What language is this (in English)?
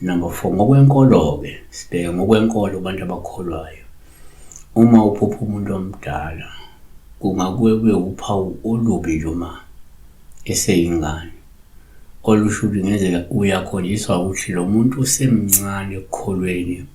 Zulu